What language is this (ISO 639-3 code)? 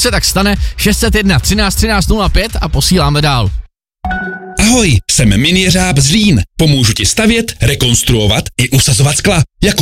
ces